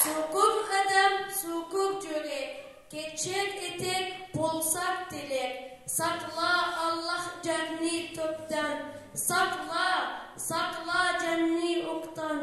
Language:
Karachay-Balkar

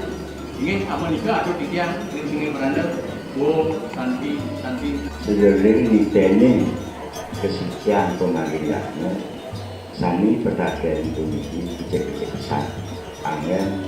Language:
Balinese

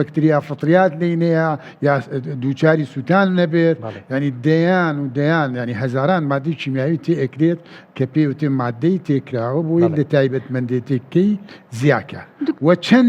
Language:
Central Kurdish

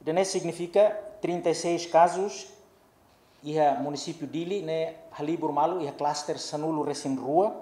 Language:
Tetum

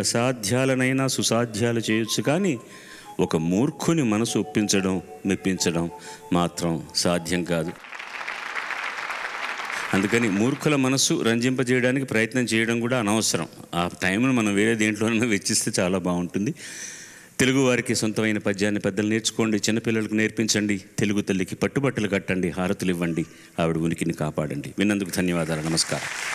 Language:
Telugu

